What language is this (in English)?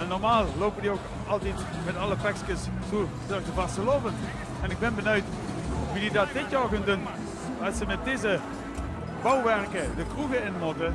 Limburgish